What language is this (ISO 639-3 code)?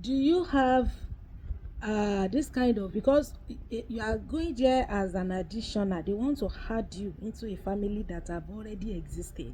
yor